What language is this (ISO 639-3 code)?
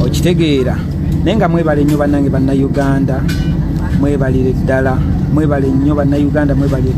lug